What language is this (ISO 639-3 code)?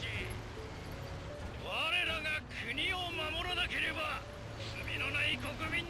jpn